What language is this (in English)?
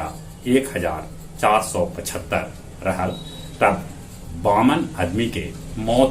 Magahi